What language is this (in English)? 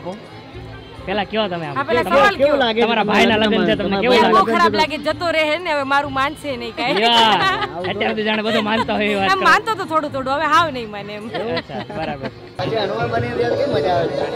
Gujarati